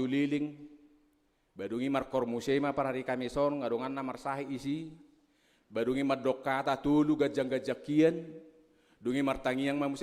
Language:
Batak Toba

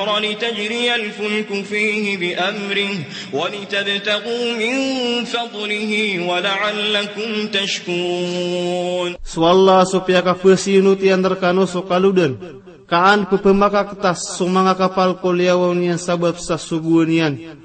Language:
Maranao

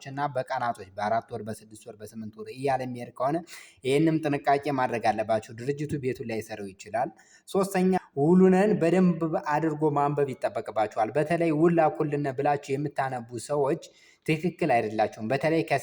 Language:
Amharic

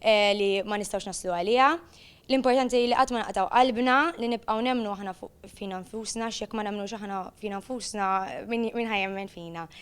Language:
Maltese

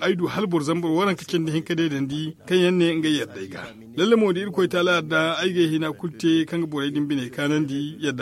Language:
Zarma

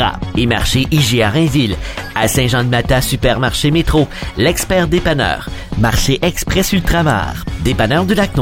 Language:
French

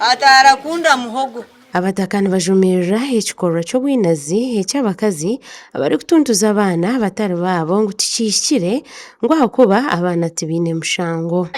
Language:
Nyankole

